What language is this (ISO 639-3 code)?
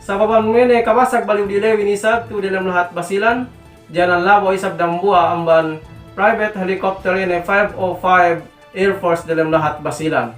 yka